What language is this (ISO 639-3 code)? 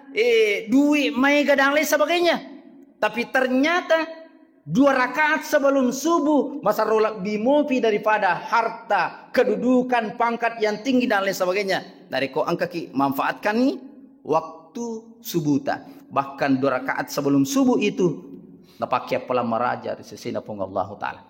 bug